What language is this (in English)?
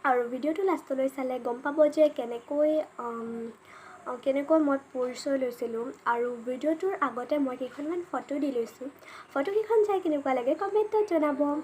Assamese